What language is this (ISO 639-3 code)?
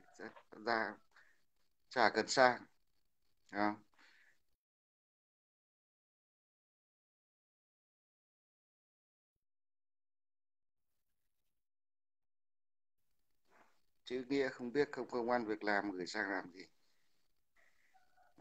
vie